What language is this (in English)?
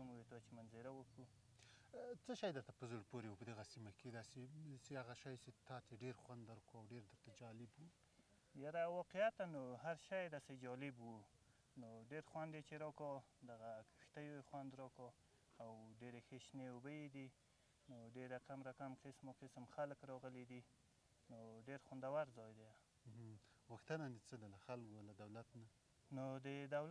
Pashto